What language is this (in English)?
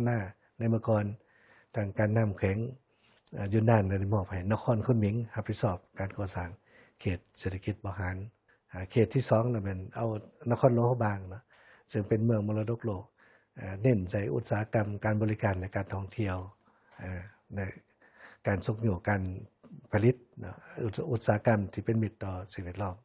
Lao